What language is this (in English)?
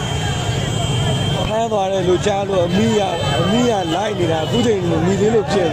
Burmese